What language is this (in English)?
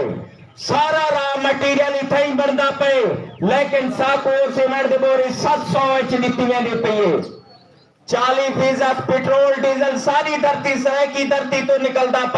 Saraiki